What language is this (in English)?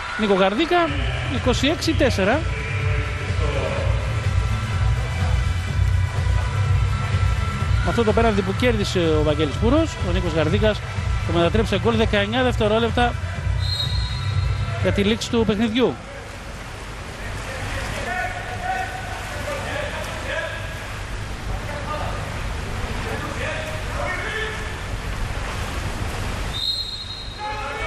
Greek